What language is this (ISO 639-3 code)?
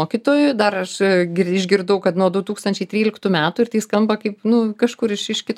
lit